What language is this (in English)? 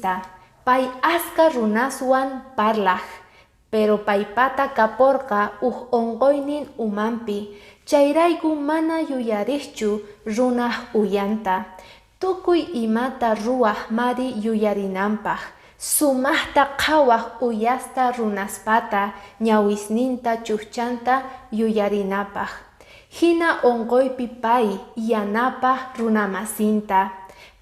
Quechua